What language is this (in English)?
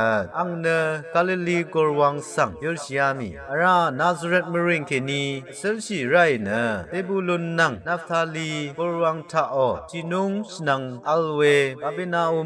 Rawang